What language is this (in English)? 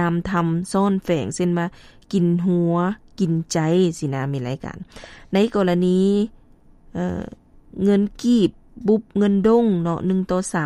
Lao